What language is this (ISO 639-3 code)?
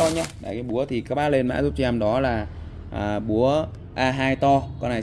vie